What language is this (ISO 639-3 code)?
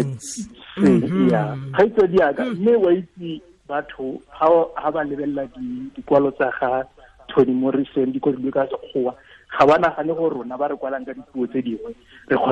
tsn